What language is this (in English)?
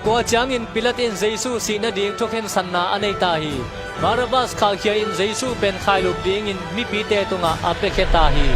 Tedim Chin